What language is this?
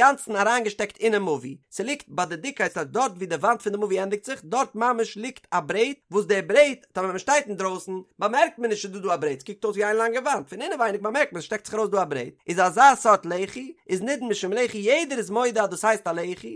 Yiddish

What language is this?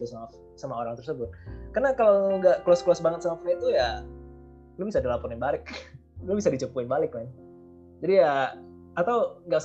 Indonesian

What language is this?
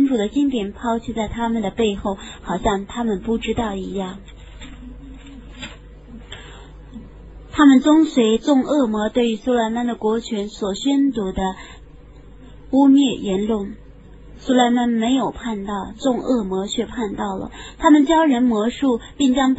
Chinese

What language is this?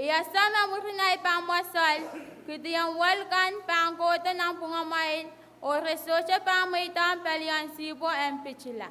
Pohnpeian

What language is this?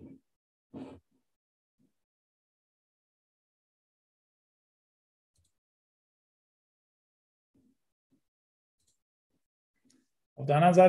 German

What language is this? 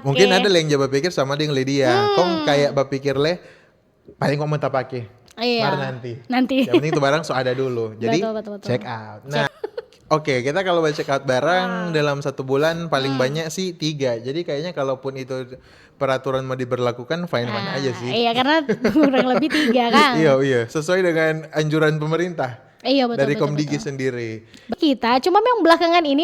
Manado Malay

